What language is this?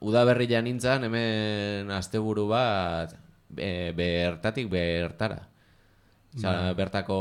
Basque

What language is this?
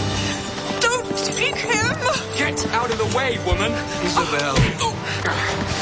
English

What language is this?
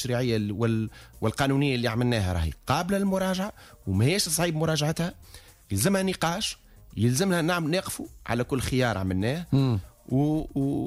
Tunisian Arabic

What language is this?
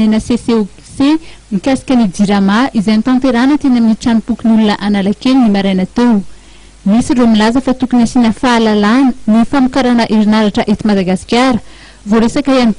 Malagasy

